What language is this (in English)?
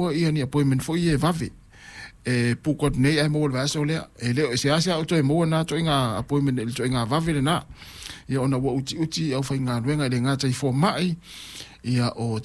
Samoan